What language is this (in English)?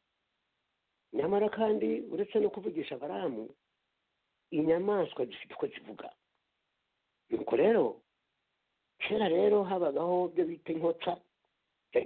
Kinyarwanda